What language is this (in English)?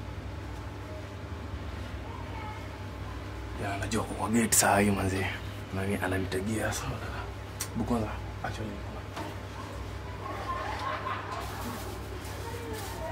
Swahili